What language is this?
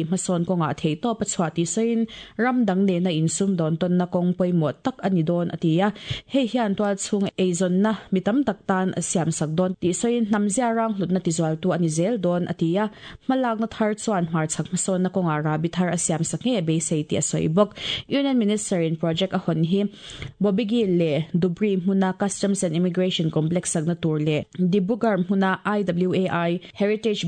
Mizo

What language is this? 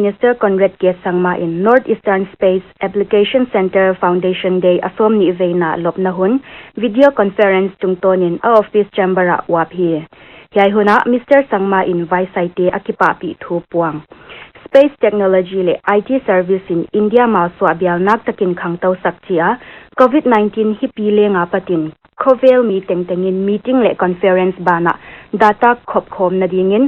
Paite Chin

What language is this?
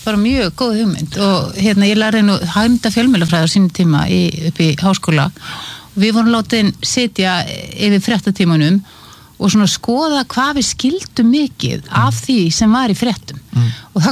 Icelandic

